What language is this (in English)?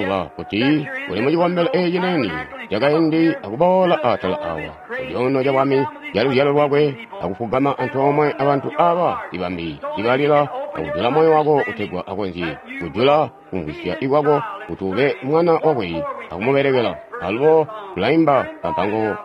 Tonga (Zambia)